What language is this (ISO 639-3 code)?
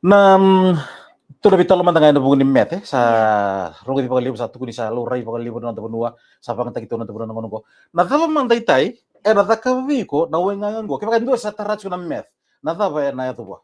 fij